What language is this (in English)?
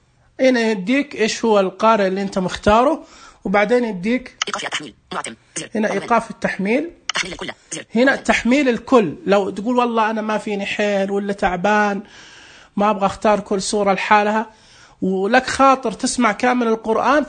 Najdi Arabic